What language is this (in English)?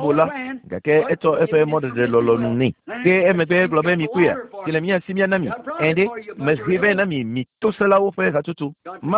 Ewe